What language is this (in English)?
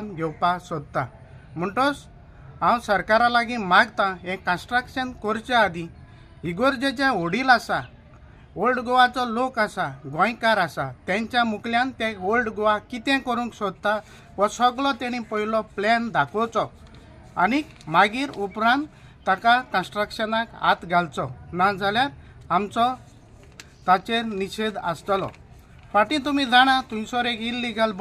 Konkani